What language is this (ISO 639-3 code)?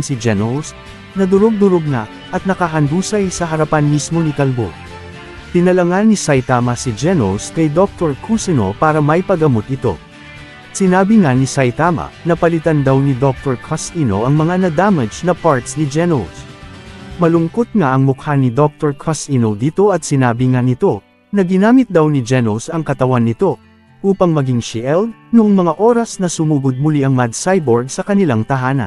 fil